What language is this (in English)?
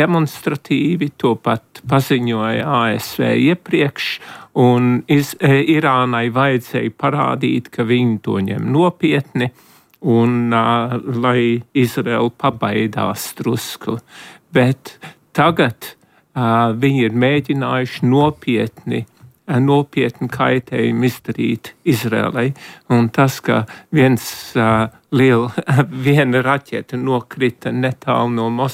Latvian